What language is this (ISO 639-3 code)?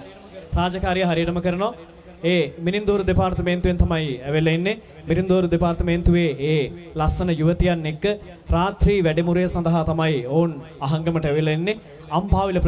sin